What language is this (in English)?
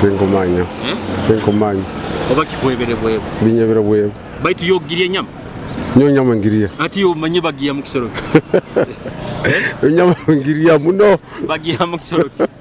Nyoro